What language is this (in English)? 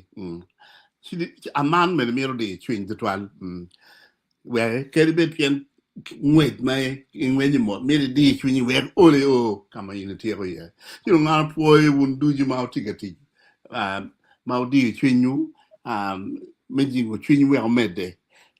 Acoli